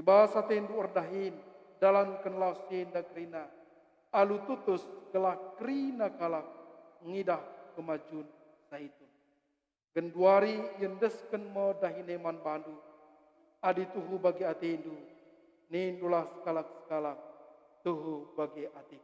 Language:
Batak Karo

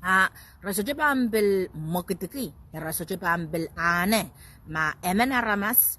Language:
Pohnpeian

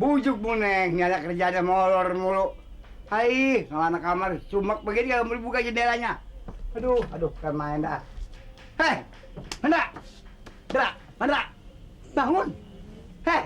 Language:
Betawi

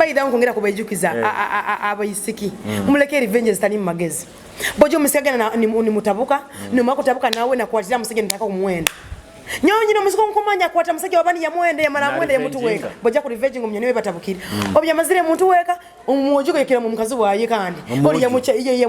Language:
Nyoro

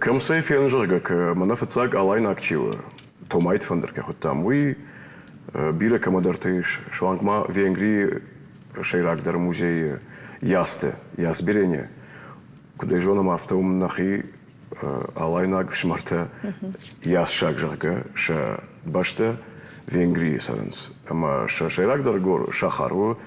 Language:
Ossetic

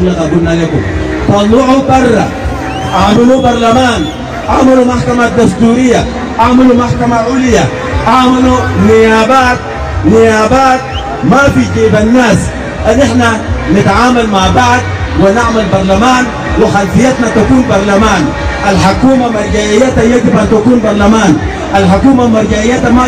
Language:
Sudanese Arabic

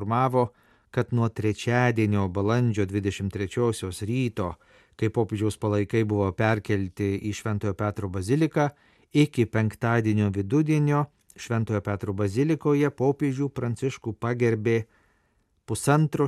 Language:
Lithuanian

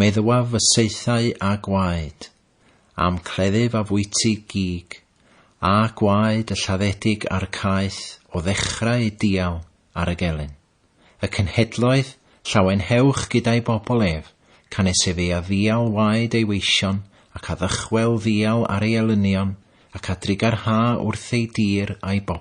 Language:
Welsh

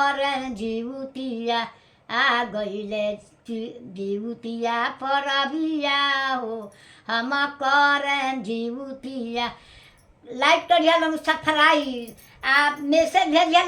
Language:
Bhojpuri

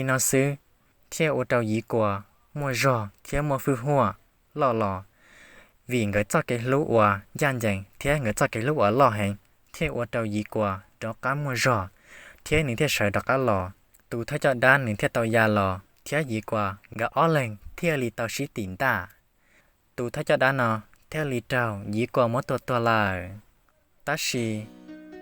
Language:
Hmong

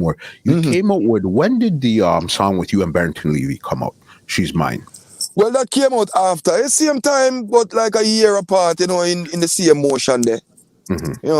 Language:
Jamaican Creole English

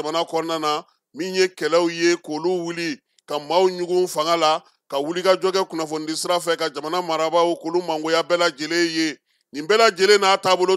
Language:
Bambara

